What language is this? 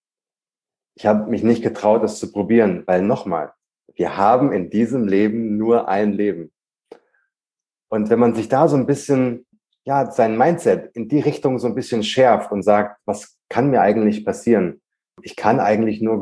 German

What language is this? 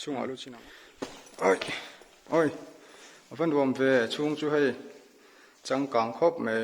Mizo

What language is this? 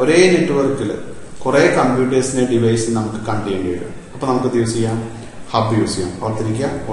Malayalam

